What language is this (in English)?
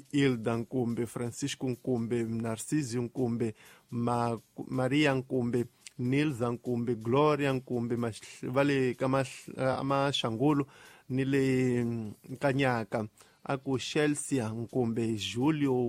Tsonga